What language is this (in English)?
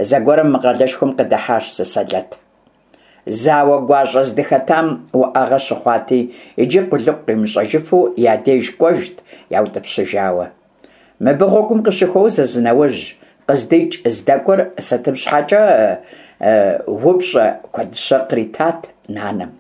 Kabardian